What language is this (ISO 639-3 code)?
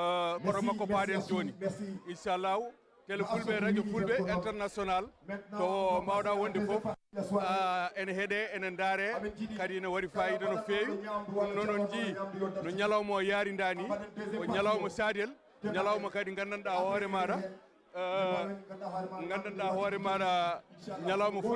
ful